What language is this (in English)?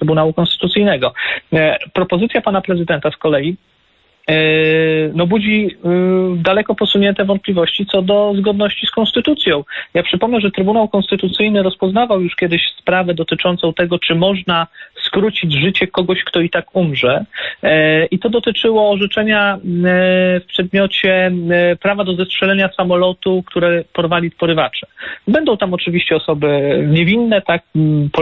Polish